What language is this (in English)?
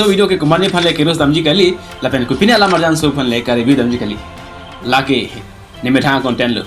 Karbi